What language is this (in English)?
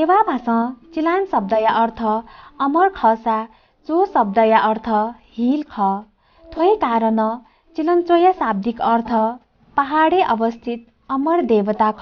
Newari